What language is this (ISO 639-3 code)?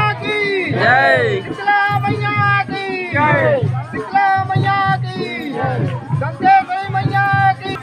hne